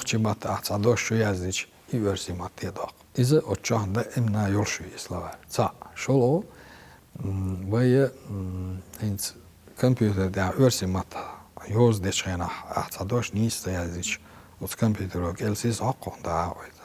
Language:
Chechen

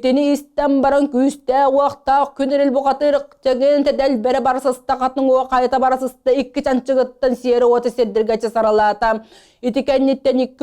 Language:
Yakut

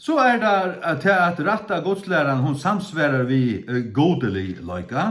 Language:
Faroese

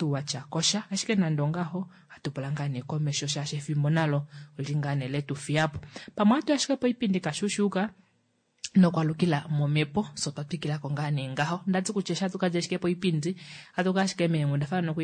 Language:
Kuanyama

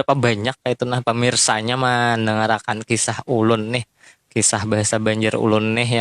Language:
Banjar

